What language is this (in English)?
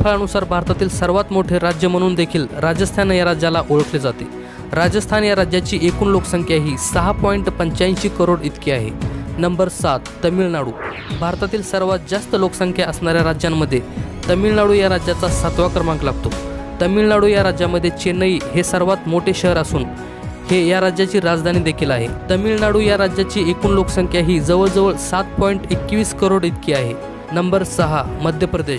Marathi